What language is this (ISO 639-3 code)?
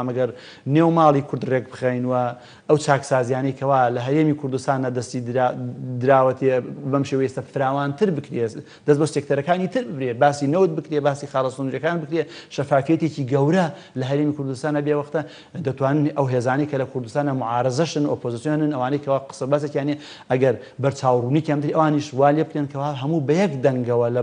ckb